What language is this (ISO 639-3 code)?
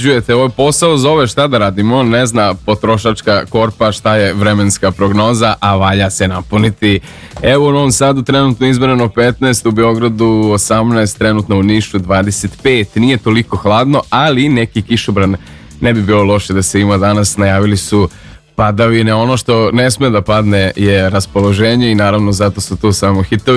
srp